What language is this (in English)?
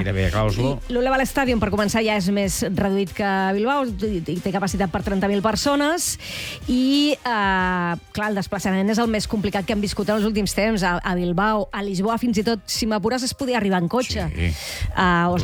Catalan